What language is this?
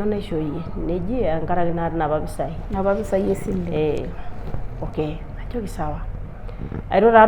Masai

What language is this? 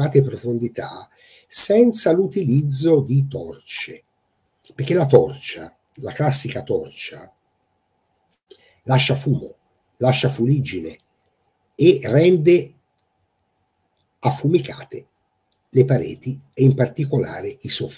Italian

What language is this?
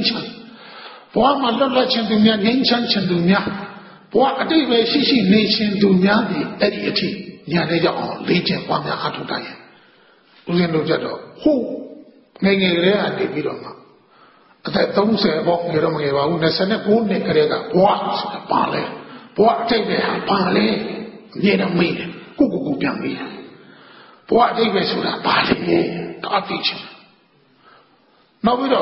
Burmese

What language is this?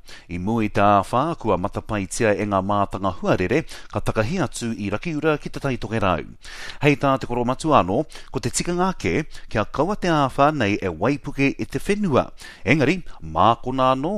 Māori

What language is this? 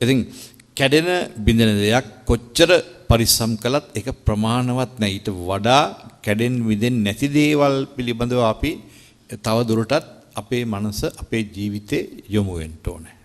Sinhala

